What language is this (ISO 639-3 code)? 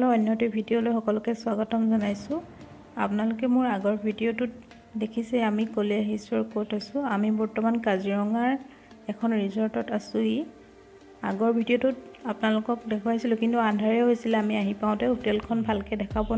asm